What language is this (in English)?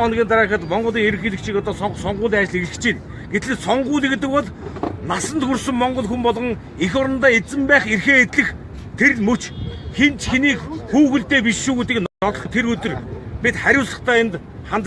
Mongolian